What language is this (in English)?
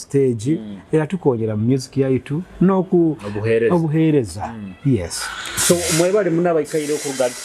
Nyoro